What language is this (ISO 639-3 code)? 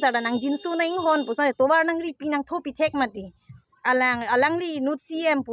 mjw